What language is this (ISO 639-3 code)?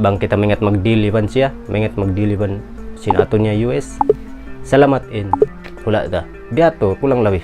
tsg